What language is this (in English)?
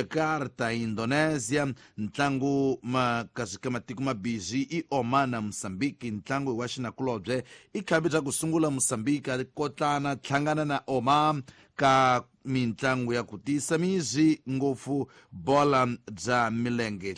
Tsonga